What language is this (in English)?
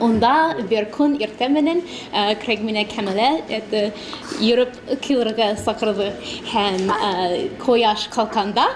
Bashkir